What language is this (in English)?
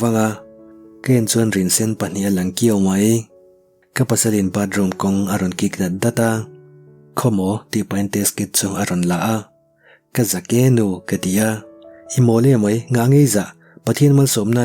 Mizo